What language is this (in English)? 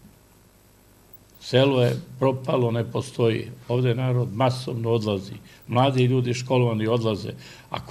Serbian